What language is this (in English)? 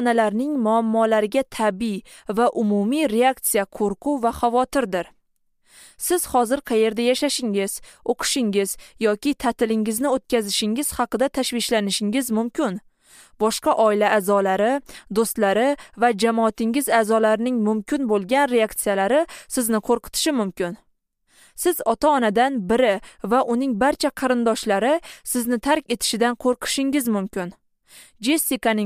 Uzbek